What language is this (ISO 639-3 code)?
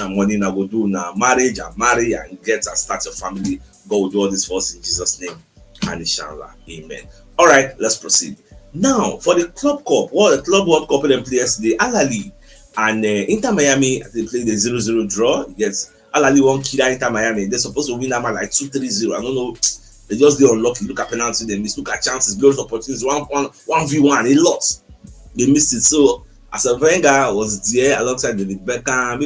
pcm